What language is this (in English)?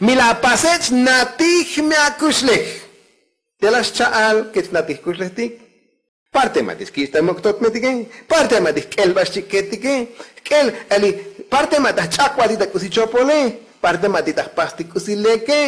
Tzotzil